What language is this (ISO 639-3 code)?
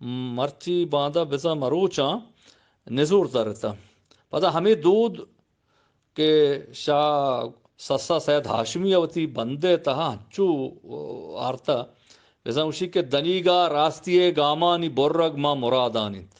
bgp